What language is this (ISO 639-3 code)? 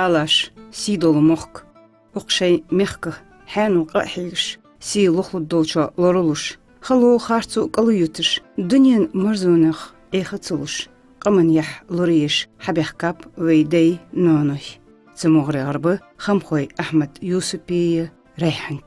inh